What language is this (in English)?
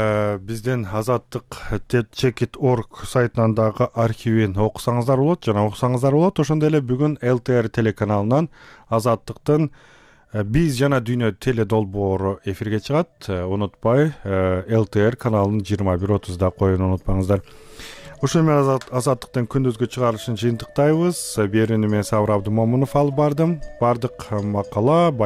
Kyrgyz